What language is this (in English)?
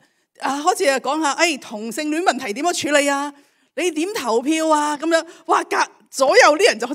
Cantonese